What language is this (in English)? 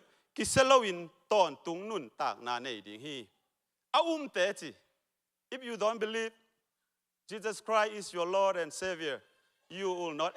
Tedim Chin